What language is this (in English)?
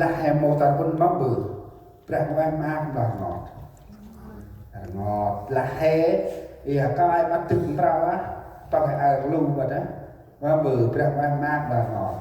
Central Mnong